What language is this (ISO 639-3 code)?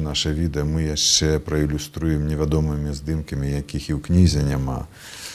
bel